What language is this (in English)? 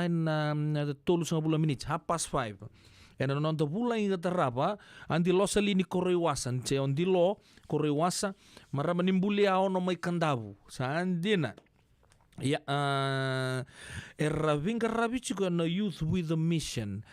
Fijian